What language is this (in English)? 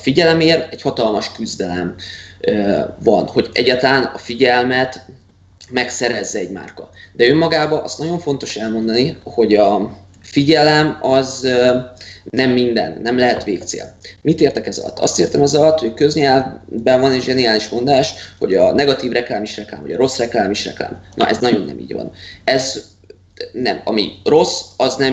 Hungarian